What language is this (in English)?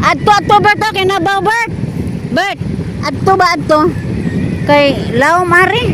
Cebuano